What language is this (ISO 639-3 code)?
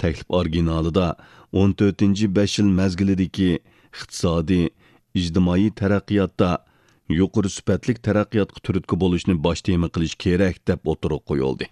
uig